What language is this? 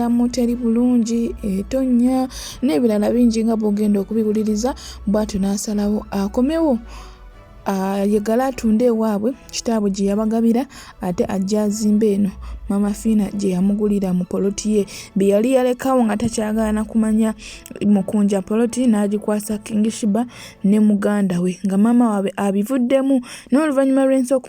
Ganda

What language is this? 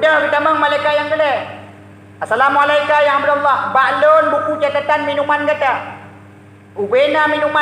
Achinese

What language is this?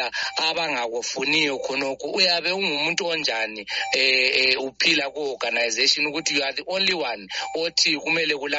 North Ndebele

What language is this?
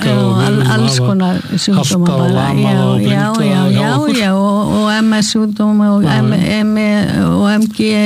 Icelandic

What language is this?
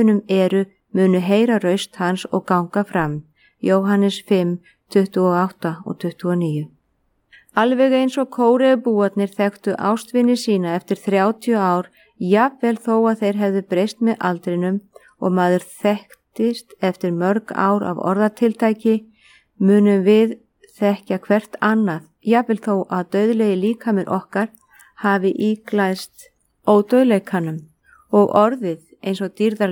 Icelandic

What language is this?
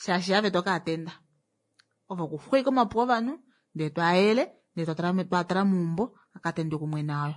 Kuanyama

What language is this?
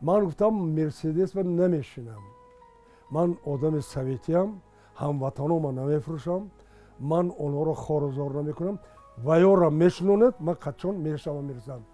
Tajik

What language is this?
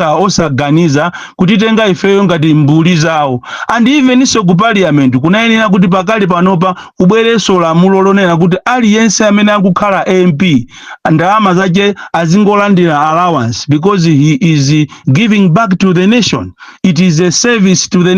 Nyanja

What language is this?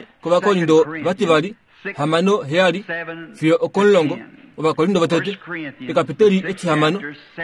Kuanyama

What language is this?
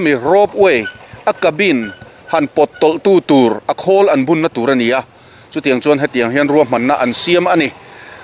Mizo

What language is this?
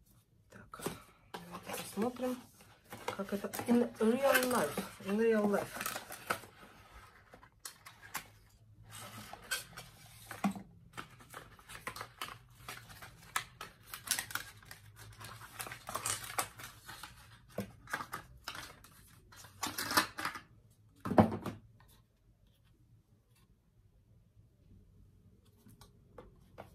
Russian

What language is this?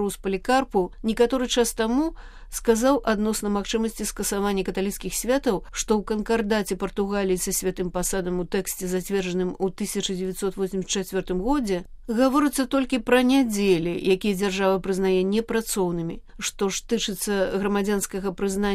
Belarusian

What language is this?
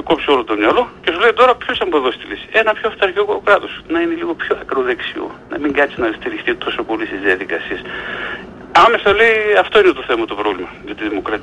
Greek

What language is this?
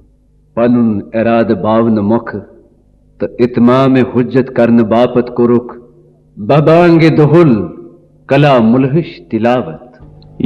Kashmiri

